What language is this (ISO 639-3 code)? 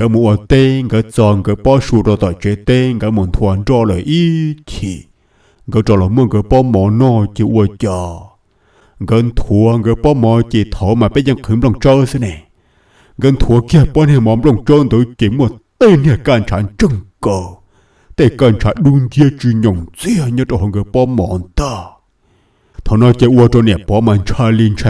hmn